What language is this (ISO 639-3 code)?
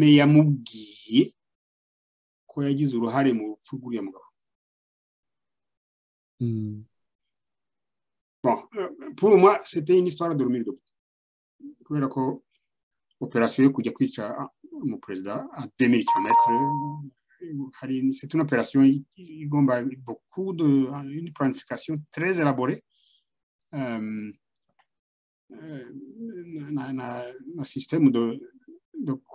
kin